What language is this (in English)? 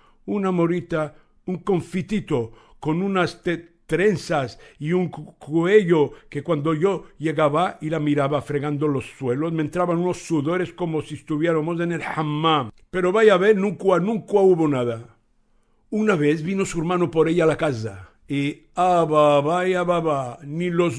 Ladino